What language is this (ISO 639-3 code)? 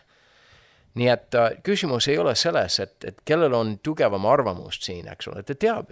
est